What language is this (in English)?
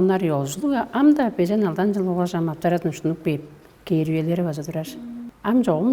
Tuvinian